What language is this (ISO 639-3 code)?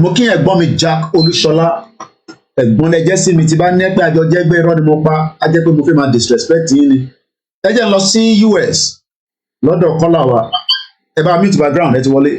yor